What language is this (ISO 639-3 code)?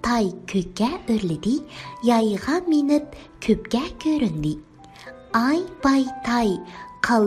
uig